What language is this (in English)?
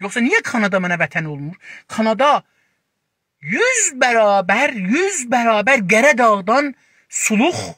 South Azerbaijani